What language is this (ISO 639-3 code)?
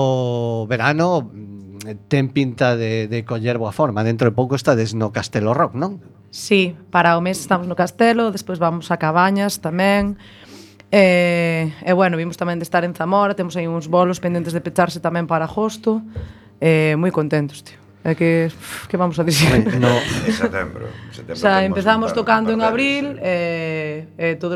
glg